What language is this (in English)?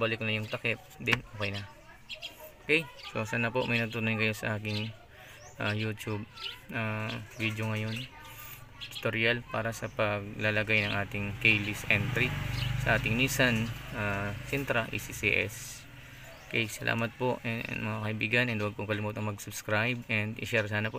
Filipino